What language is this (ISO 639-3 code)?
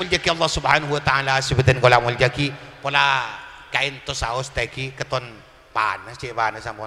mad